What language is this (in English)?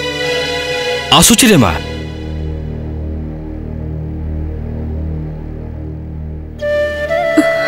Odia